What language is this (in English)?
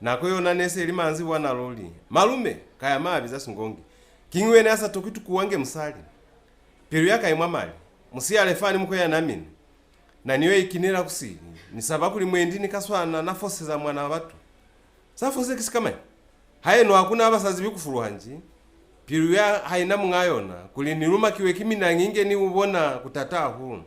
Lozi